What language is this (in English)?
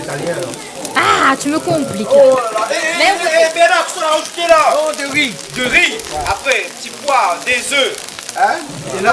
Réunion Creole French